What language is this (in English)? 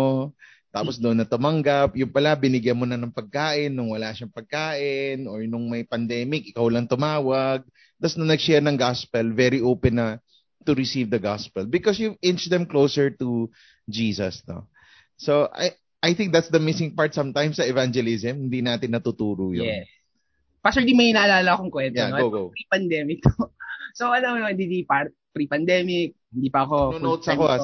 Filipino